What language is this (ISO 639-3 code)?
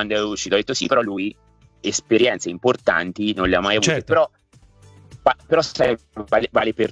ita